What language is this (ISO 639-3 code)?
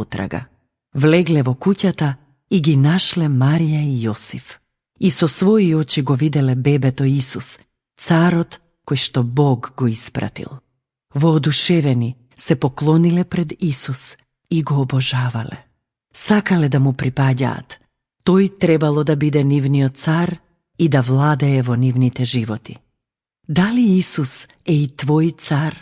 mkd